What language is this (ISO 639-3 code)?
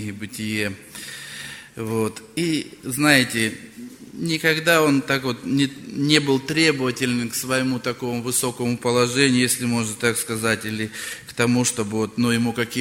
rus